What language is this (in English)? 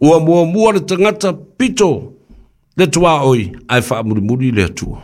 Samoan